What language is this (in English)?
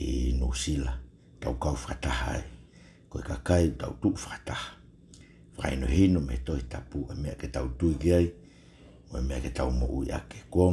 Tongan